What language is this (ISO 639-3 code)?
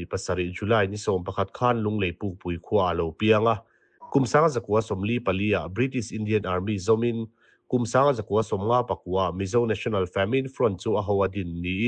lus